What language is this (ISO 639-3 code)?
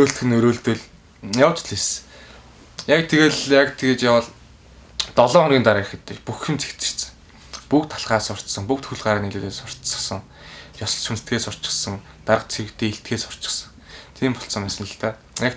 mon